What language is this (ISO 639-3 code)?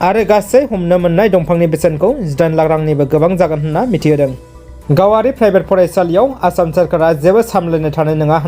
brx